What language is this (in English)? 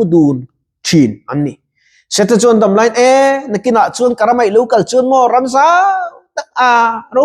Mizo